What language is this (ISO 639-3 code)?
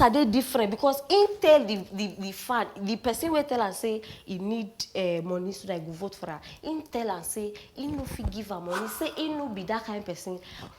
pcm